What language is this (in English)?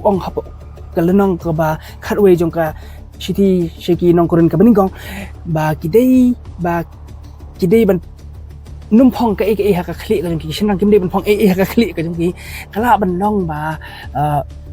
Khasi